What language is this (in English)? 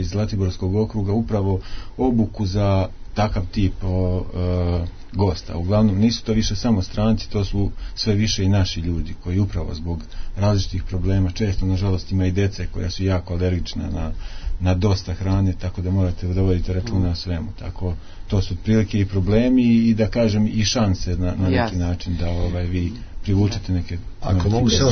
Serbian